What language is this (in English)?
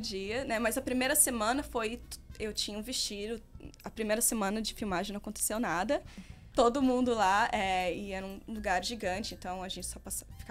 Portuguese